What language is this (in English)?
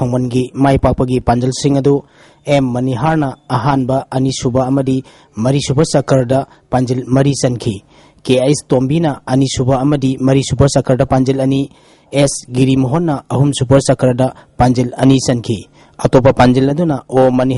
Manipuri